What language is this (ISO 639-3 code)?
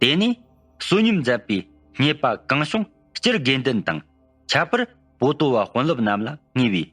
bod